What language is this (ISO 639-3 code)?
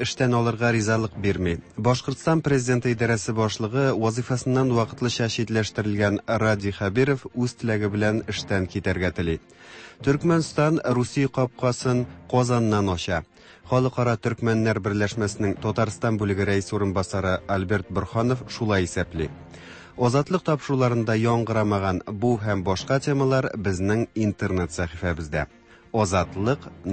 tat